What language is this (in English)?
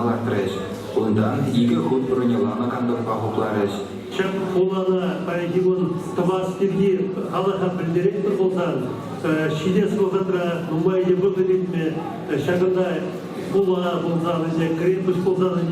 Chuvash